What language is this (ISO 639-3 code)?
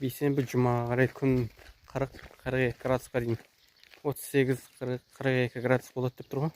kaz